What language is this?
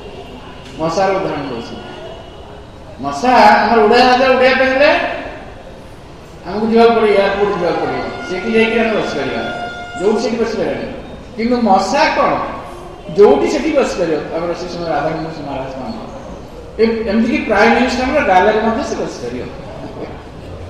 Odia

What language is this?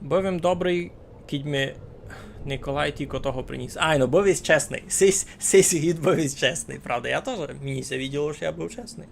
Rusyn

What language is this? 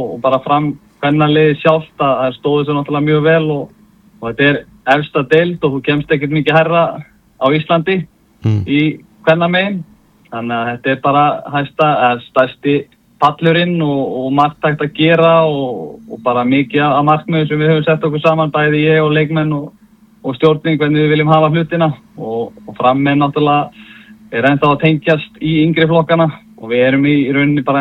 Icelandic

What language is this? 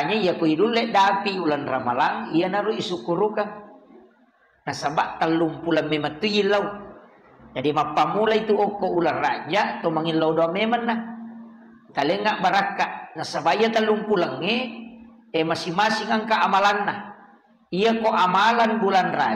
Buginese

